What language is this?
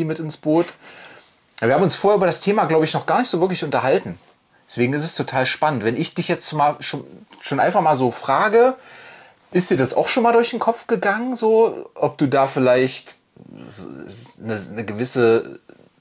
German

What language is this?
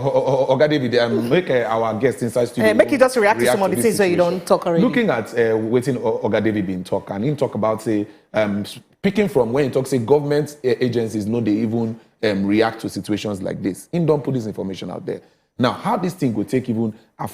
Nigerian Pidgin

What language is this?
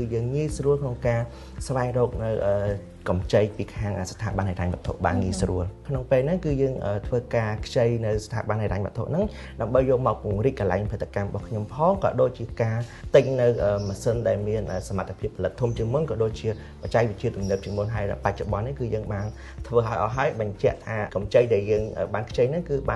Khmer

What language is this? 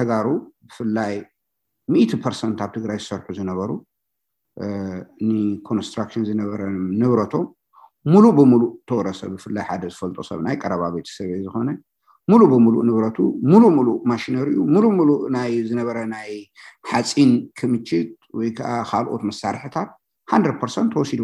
Tigrinya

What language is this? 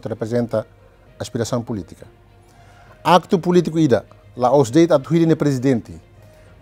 Tetum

